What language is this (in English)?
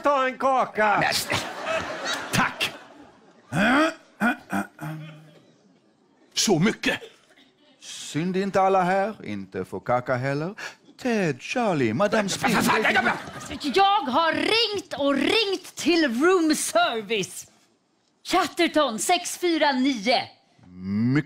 Swedish